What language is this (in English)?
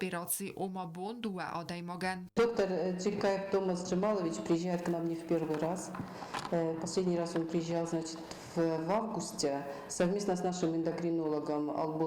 Ossetic